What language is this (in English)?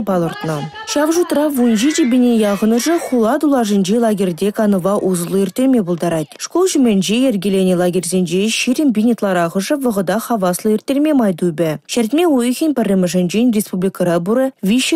Chuvash